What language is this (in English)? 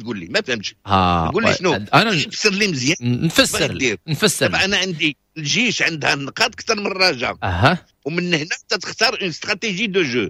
Moroccan Arabic